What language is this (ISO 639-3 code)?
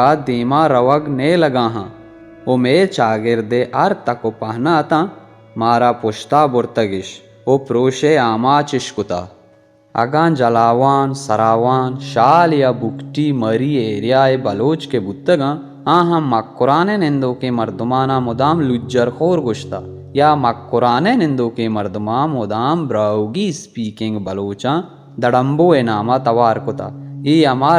bal